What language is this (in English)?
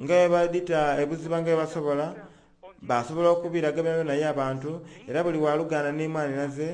Soga